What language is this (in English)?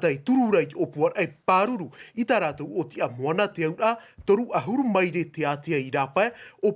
Tahitian